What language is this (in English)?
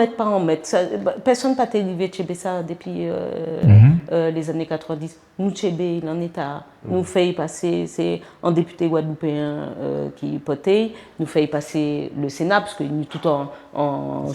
Guadeloupean Creole French